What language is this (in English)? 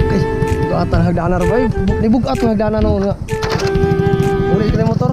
Cebuano